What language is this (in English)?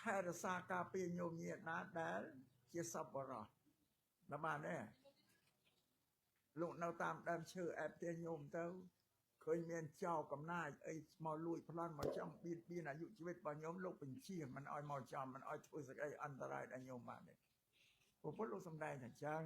Khmer